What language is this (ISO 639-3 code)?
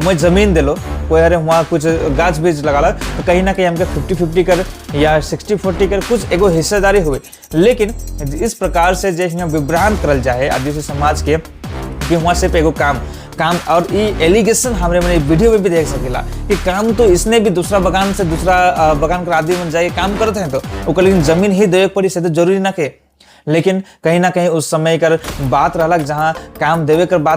sck